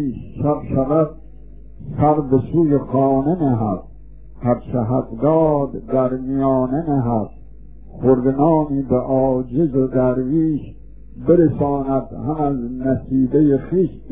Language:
Persian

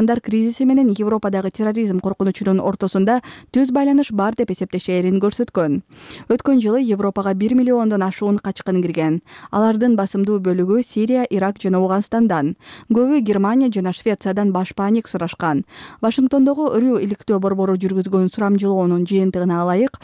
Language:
Kyrgyz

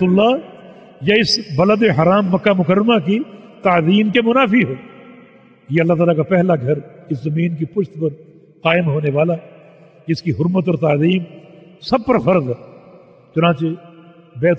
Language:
Urdu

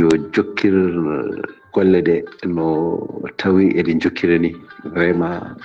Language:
Fula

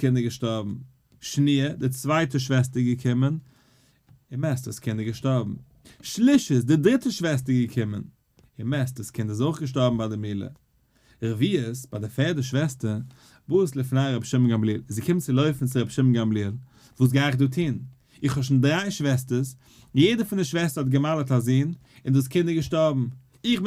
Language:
Yiddish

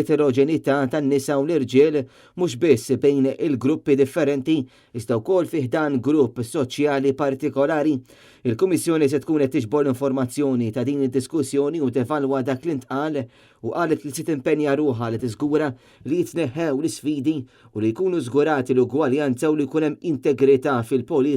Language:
Maltese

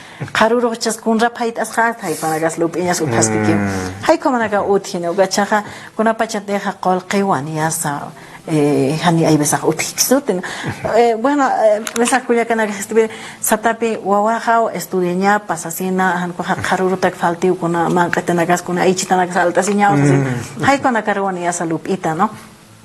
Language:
Aymara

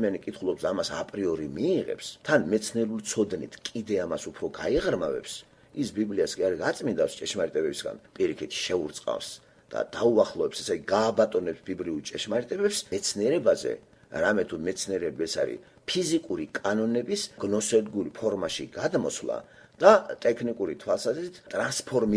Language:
Georgian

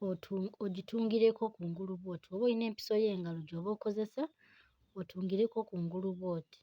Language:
Ganda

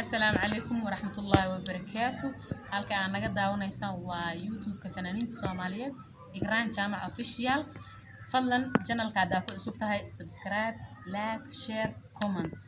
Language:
Somali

